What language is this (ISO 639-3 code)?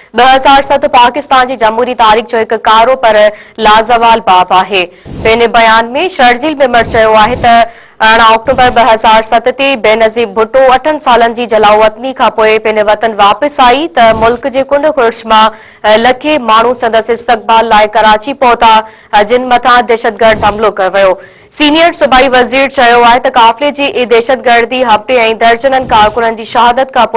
snd